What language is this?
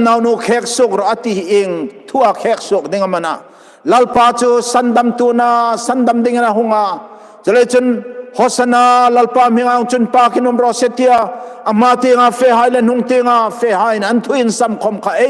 Hmar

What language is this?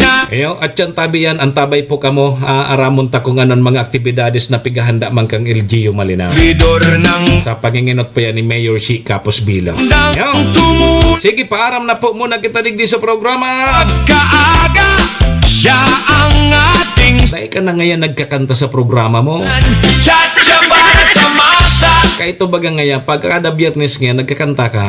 Bikol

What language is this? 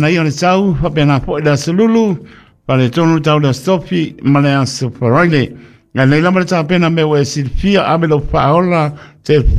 Samoan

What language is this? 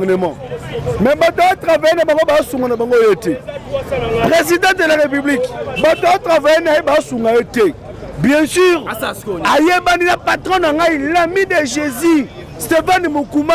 Lingala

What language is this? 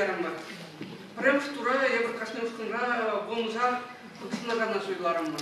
Chuvash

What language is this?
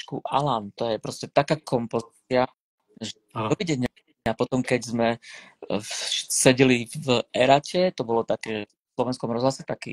Slovak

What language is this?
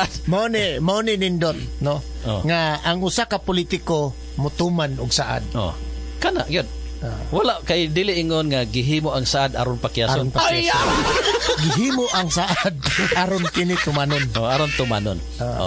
Cebuano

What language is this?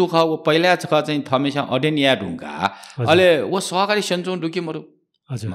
Newari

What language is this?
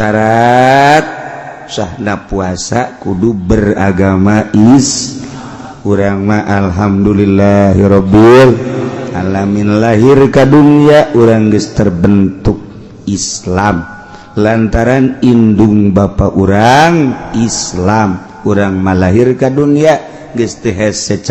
Sundanese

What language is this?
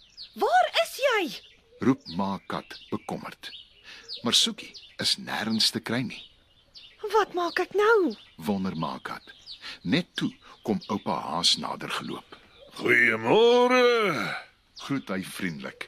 Afrikaans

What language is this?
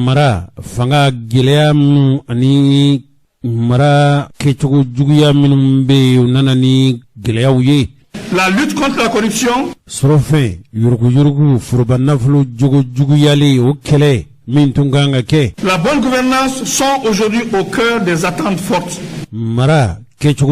Bambara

